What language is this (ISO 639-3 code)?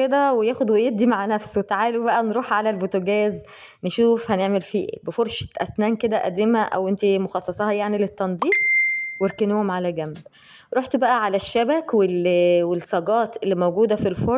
arz